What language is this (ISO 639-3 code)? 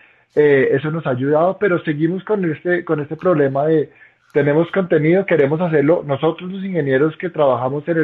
spa